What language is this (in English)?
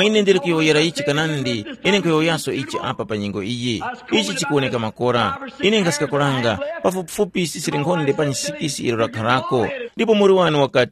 Tumbuka